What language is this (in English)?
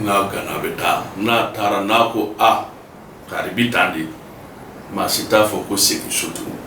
Bambara